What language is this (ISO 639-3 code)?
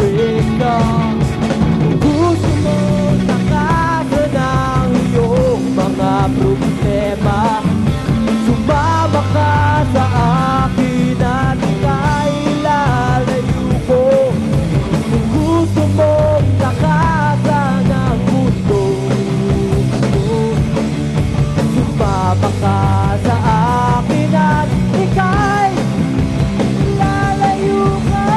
fil